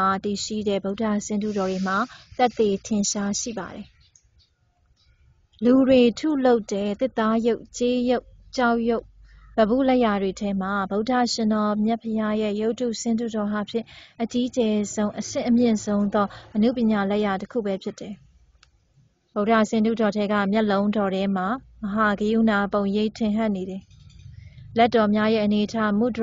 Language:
Burmese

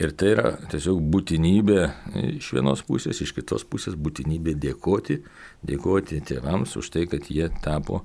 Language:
Lithuanian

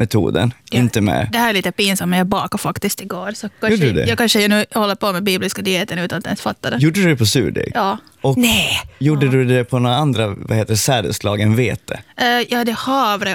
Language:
Swedish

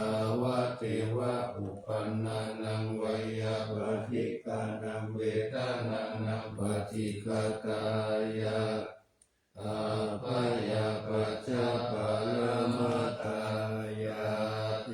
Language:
Pali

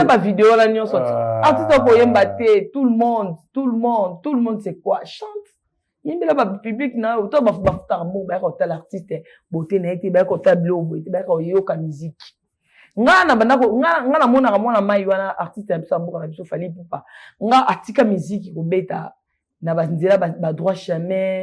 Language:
Lingala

